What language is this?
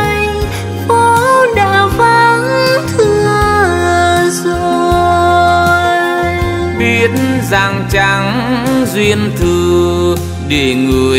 Vietnamese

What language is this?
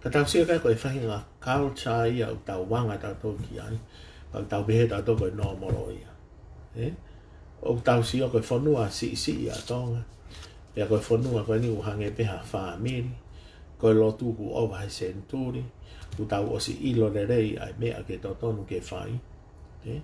Tongan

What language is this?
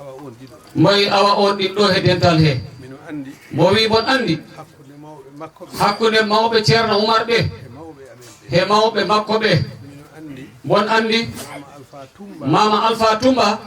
Fula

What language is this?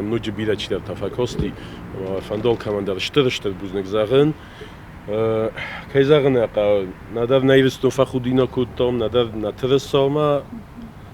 Ossetic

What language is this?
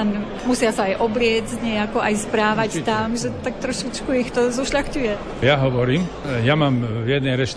Slovak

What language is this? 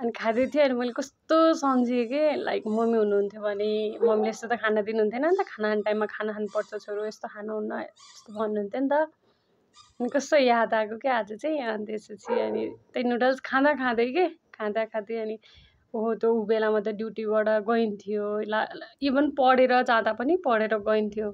Nepali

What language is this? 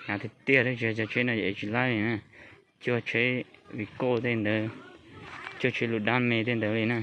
Hmong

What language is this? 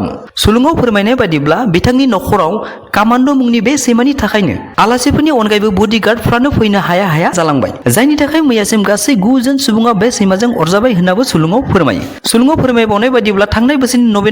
Bodo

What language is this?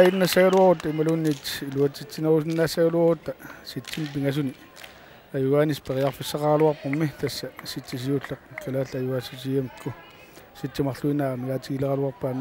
Kalaallisut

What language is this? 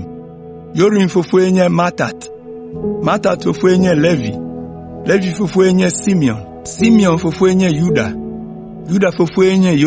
Ewe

